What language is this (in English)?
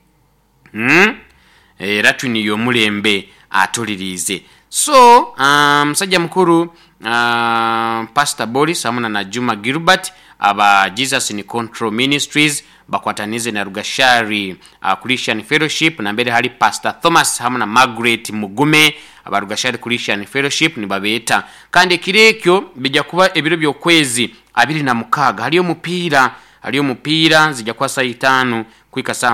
Nyoro